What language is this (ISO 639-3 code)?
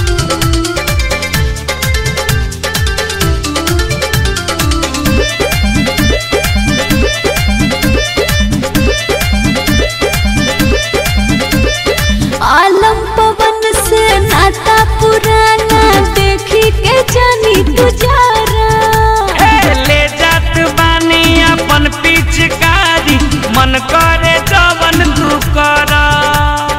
bho